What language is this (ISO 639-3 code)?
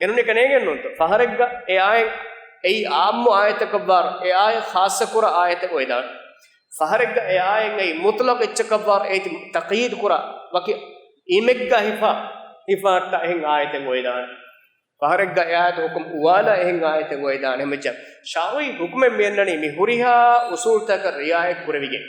div